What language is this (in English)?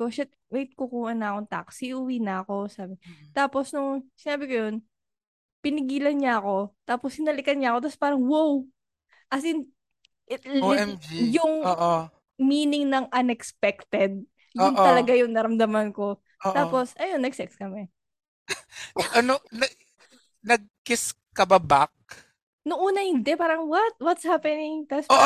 Filipino